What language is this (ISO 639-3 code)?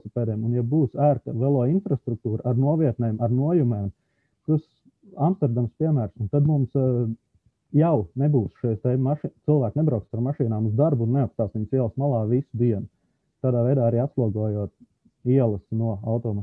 lav